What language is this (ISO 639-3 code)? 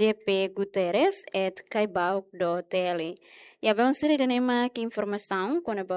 tet